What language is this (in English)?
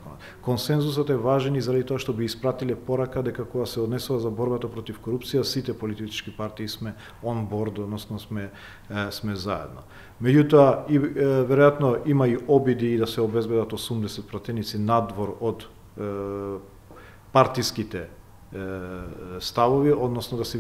Macedonian